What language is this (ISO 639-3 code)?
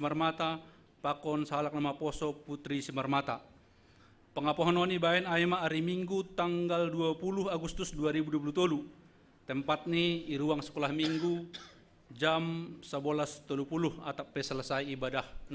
bts